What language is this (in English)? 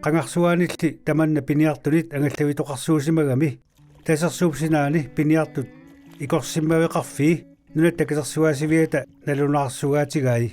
Kalaallisut